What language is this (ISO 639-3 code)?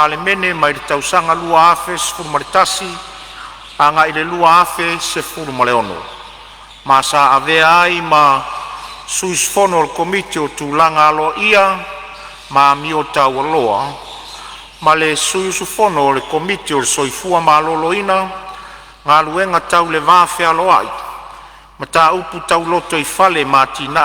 smo